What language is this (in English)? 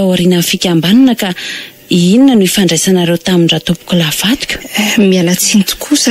Malagasy